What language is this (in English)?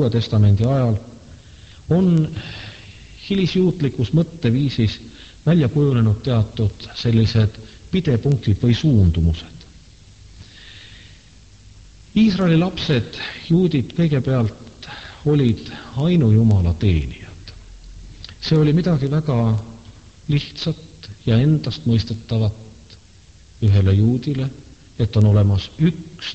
Estonian